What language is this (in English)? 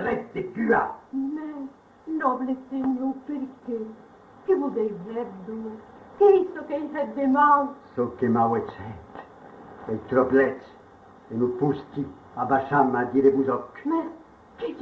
Occitan